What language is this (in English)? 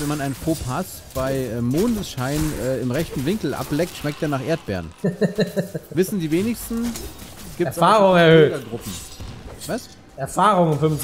German